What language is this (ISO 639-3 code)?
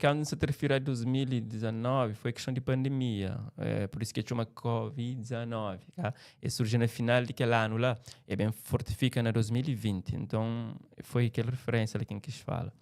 kea